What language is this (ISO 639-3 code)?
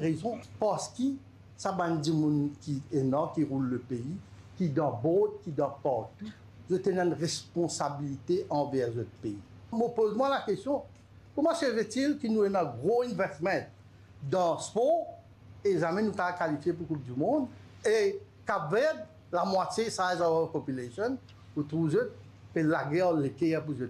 mfe